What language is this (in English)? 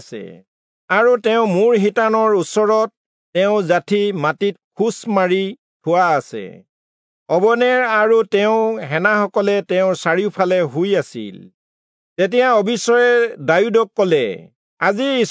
Assamese